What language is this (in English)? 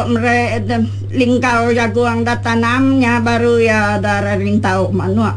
Iban